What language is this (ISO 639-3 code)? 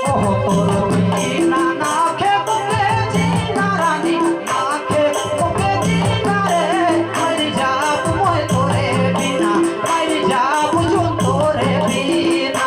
sck